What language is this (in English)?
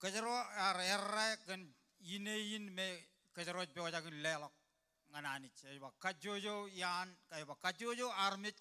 Marshallese